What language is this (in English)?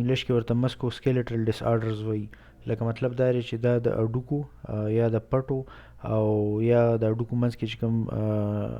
Pashto